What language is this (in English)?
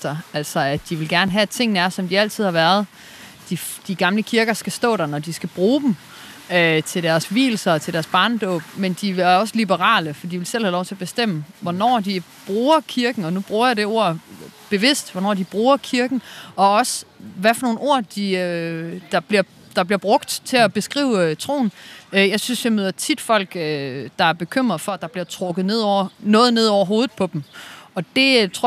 Danish